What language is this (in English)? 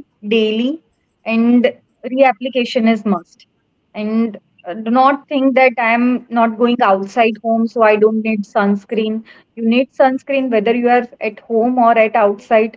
English